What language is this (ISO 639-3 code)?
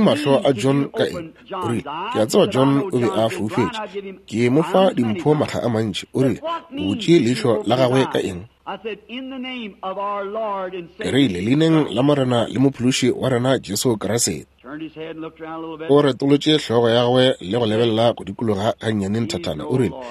nso